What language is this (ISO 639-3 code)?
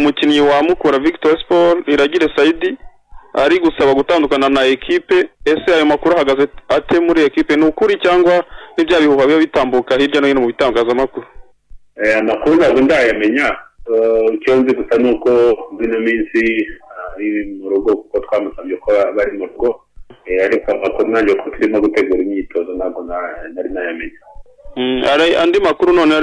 kin